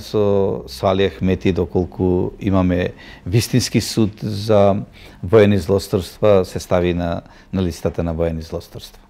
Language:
Macedonian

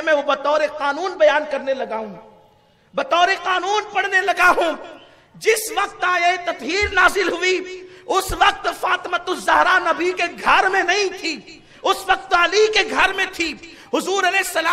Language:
Urdu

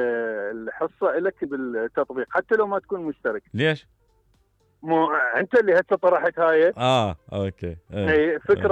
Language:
Mesopotamian Arabic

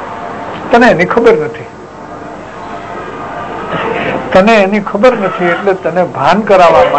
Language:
Gujarati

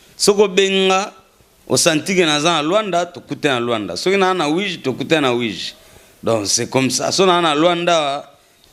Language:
Lingala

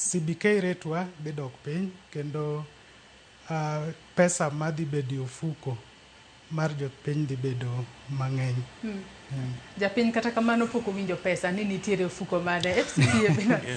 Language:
Luo (Kenya and Tanzania)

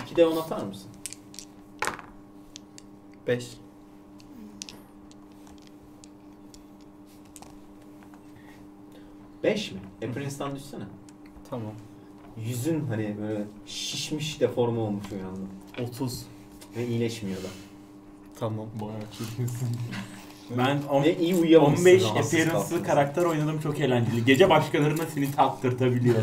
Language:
Turkish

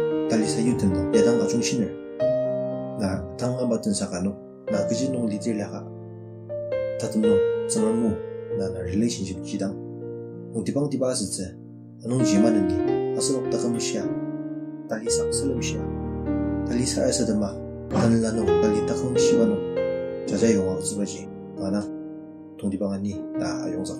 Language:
Ao Naga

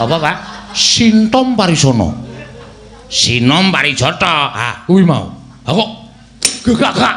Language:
Javanese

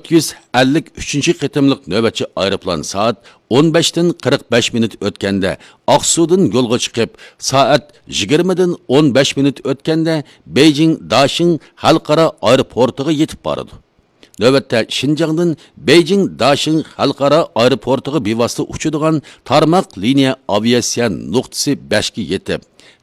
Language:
Uyghur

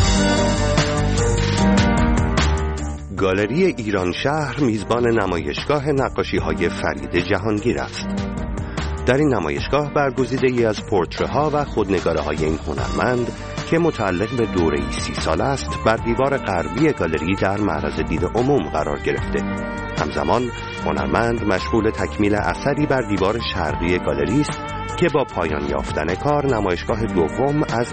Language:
Persian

